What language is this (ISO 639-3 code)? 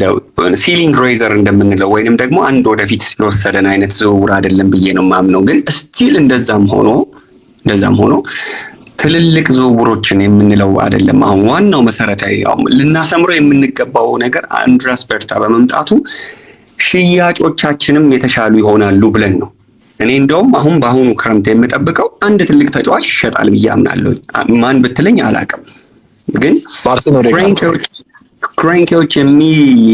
amh